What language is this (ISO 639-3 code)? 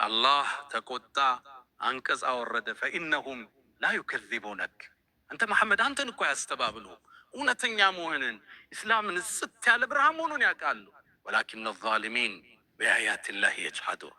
amh